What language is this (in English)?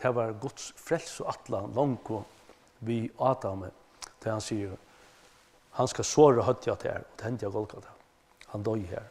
Faroese